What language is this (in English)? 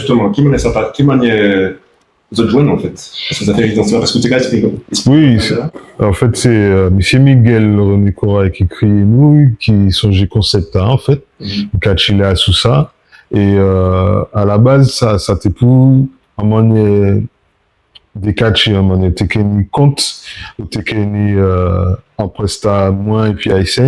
Guadeloupean Creole French